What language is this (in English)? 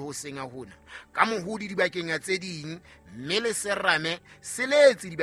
Southern Sotho